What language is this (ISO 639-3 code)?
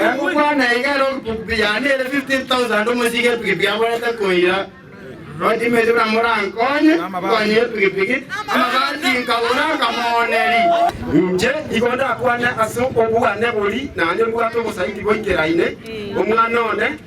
guz